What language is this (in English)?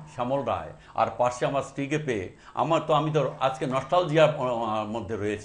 Bangla